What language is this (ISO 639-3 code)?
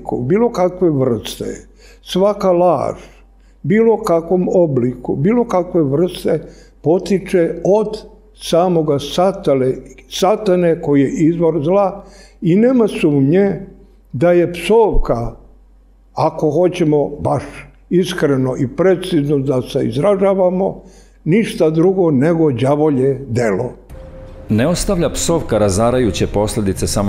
srp